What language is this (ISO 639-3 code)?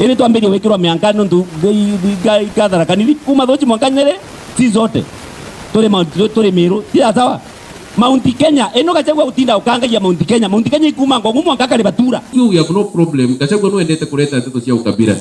mer